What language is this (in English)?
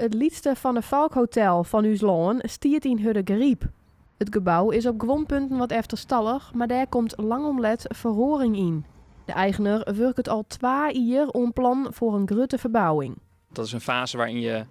Western Frisian